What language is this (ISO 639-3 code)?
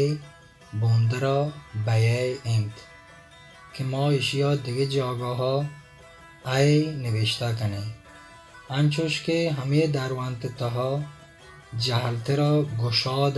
bal